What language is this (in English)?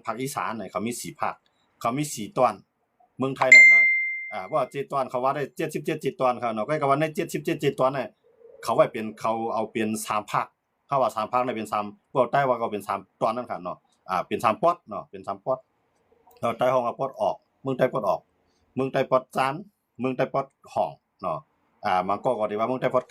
Shan